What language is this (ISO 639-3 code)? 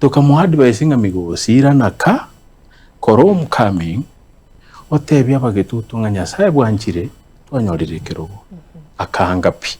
guz